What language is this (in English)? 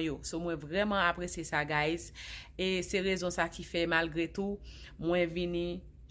Haitian Creole